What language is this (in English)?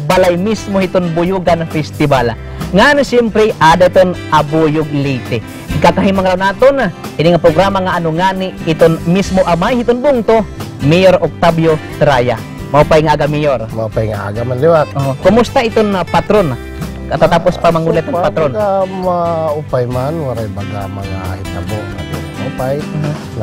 Waray